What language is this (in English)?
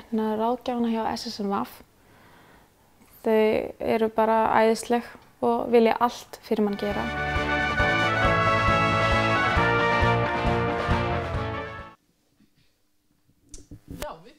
Icelandic